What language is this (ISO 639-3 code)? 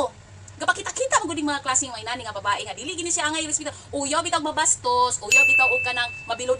ceb